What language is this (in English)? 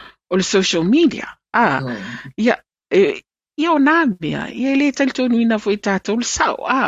Samoan